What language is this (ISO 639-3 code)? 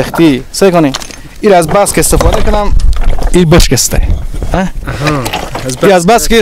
fas